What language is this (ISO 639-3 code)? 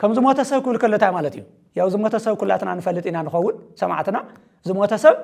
tir